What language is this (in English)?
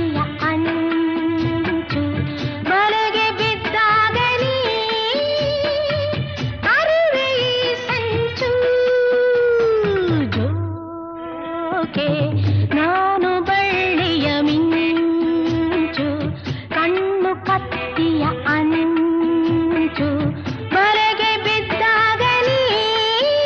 Kannada